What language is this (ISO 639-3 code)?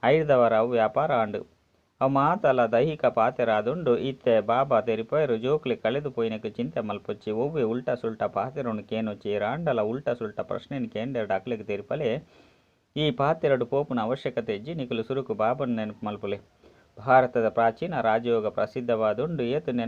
tcy